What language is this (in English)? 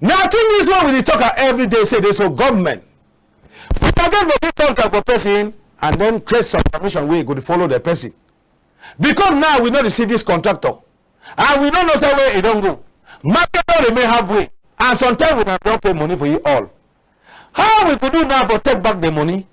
Cameroon Pidgin